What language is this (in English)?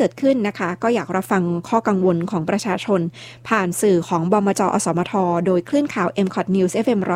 Thai